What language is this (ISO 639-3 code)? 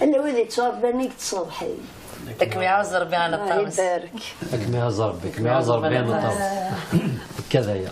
kab